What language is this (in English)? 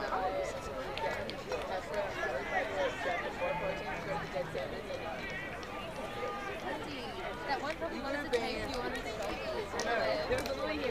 English